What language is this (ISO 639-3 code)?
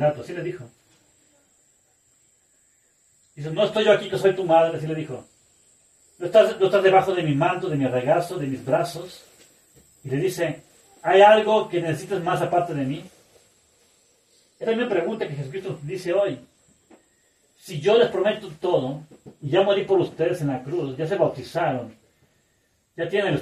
spa